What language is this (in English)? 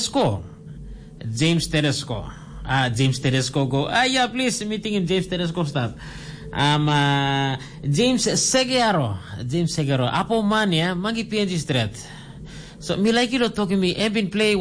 Tok Pisin